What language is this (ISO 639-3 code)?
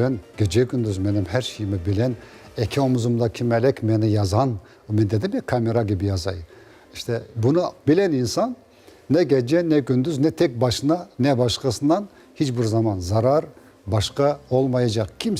crh